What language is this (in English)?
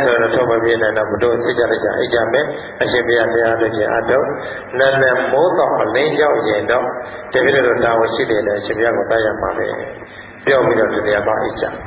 Burmese